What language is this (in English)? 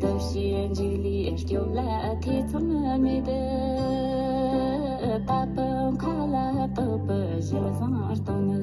Tibetan